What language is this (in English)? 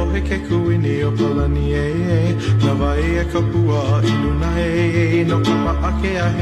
Hawaiian